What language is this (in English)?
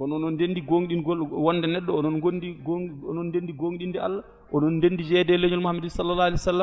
Fula